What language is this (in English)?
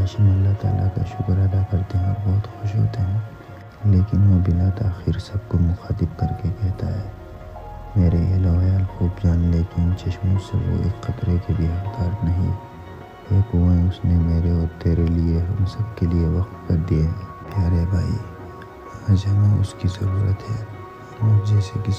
Urdu